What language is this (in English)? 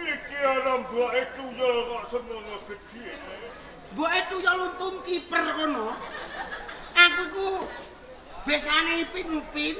Javanese